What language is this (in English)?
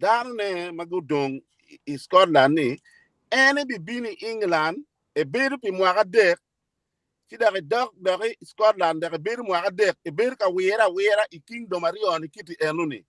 Acoli